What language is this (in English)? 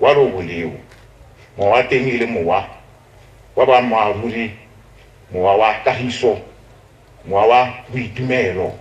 Tswana